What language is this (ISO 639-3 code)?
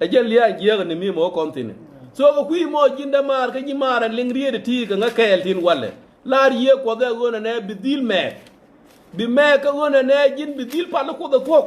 nus